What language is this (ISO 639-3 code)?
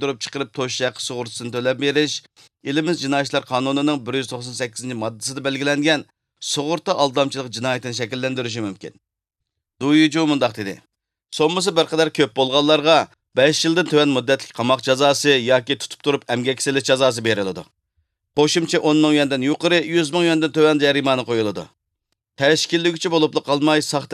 uig